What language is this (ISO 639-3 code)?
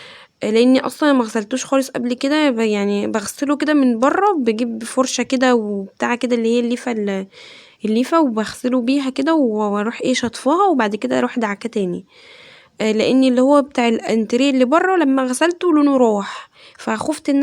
arz